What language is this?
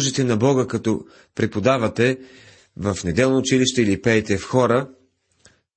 Bulgarian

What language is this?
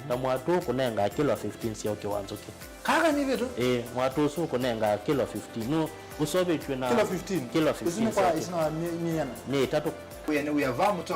Kamba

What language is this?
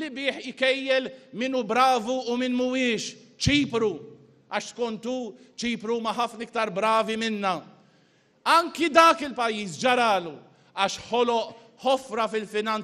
Maltese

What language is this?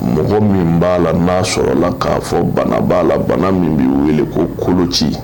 Bambara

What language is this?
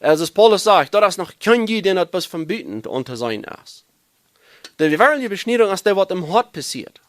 Plautdietsch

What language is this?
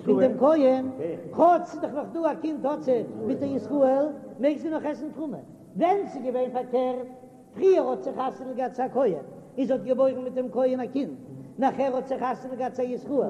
Yiddish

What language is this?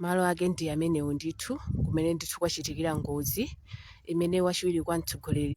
Nyanja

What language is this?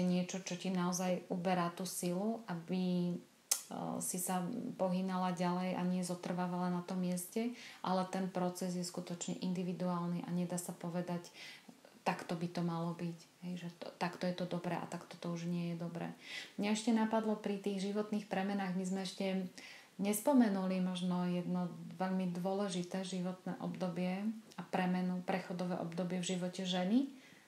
Slovak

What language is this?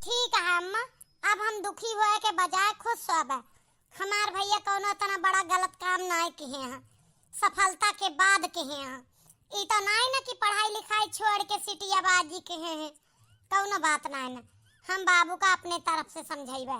Awadhi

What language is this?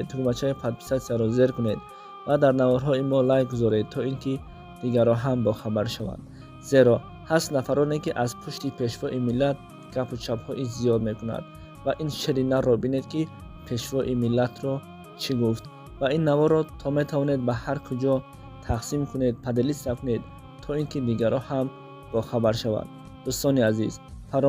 Tajik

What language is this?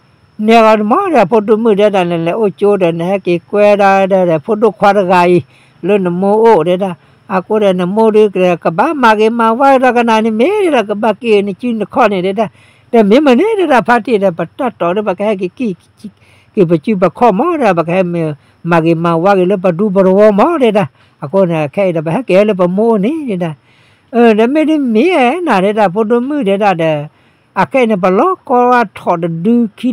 S'gaw Karen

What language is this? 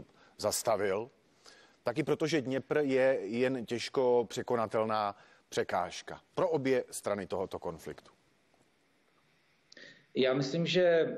Czech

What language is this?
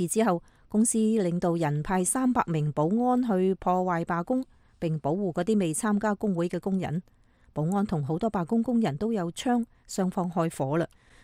Cantonese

